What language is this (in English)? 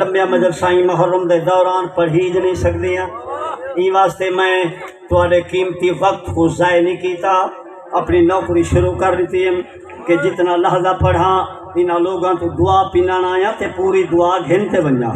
Saraiki